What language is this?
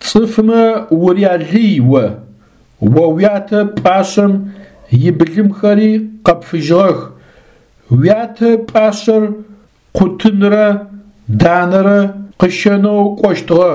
Adyghe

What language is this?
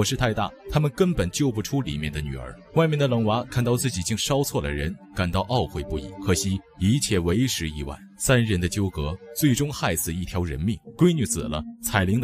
Chinese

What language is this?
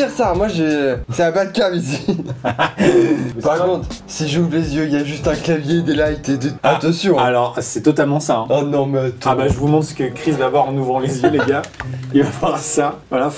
French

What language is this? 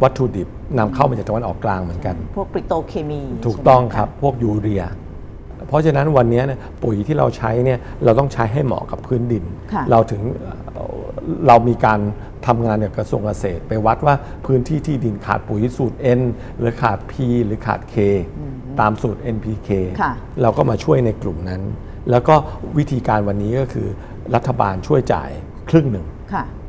Thai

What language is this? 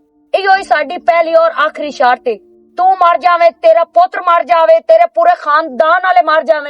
Western Panjabi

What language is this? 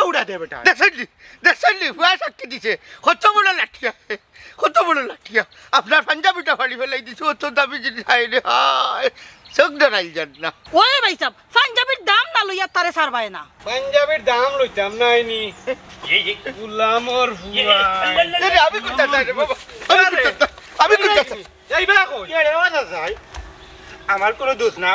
Sylheti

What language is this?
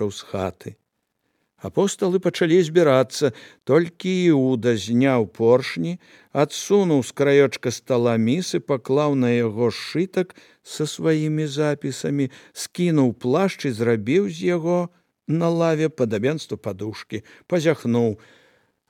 Belarusian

